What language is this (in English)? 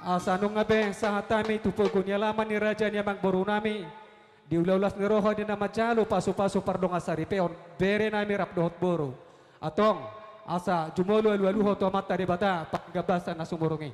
Batak Toba